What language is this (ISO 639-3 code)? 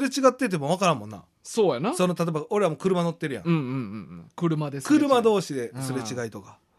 jpn